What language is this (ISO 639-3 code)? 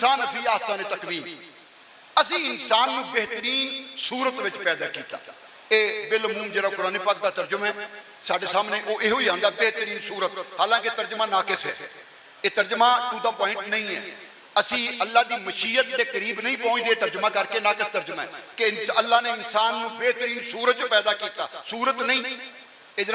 lah